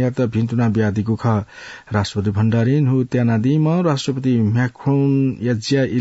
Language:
Newari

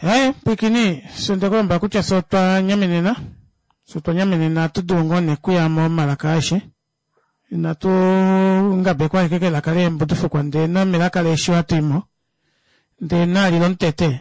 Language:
Kuanyama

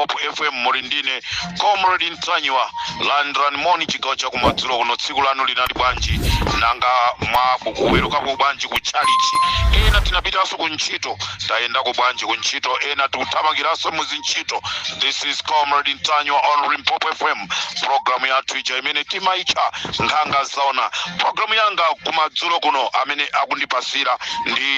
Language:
Nyanja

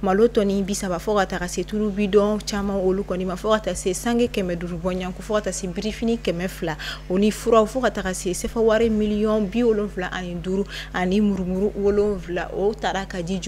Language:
Bambara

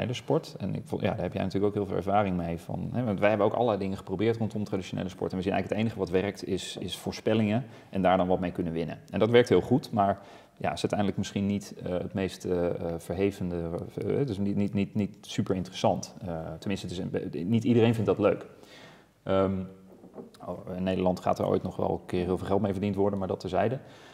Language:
Dutch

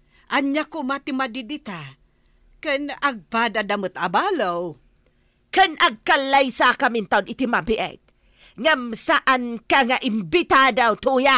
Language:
Iloko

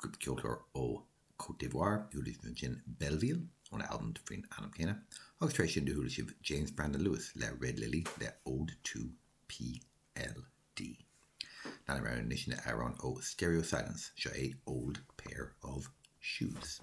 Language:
Irish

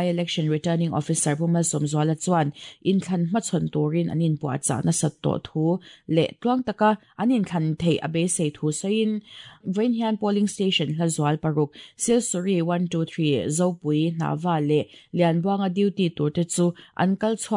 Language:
Mizo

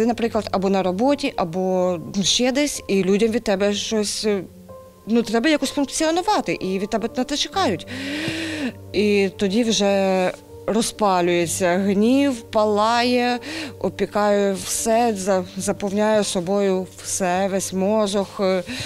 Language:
Ukrainian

